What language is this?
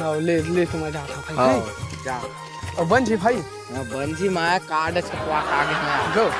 Chhattisgarhi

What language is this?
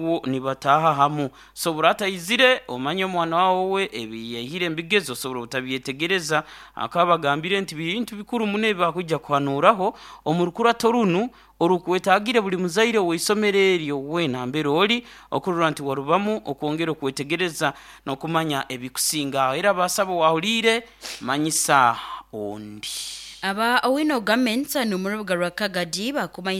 Nyoro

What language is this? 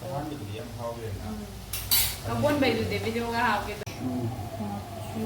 Manipuri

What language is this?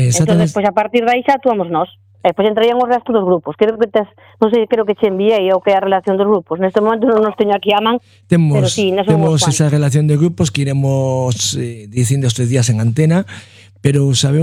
Galician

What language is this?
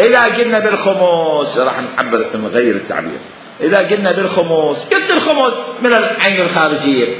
Mesopotamian Arabic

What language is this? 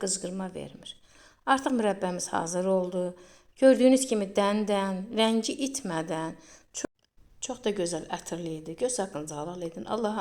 Azerbaijani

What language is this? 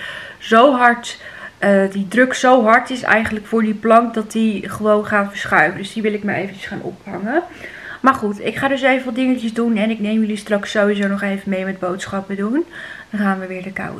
Dutch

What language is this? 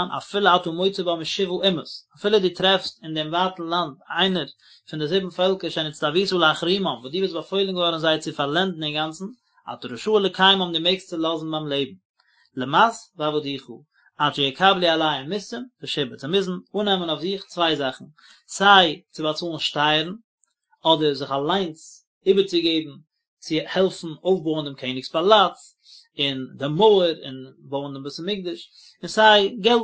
Yiddish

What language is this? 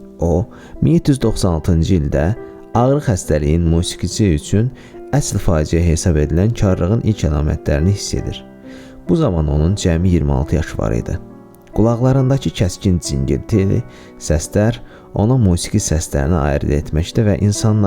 Azerbaijani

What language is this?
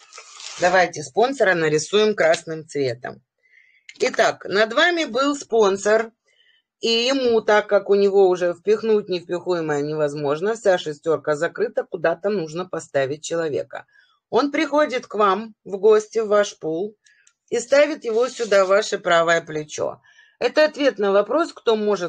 Russian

